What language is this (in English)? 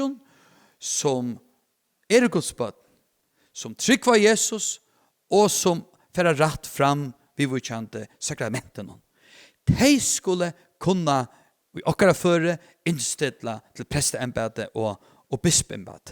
Faroese